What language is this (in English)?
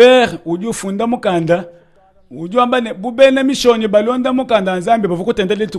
Luba-Lulua